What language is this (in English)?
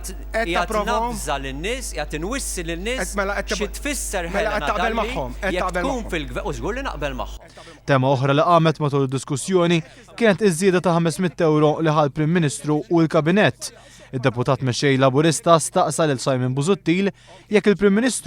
Maltese